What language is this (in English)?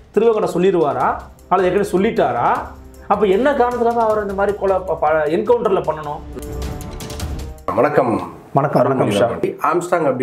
Tamil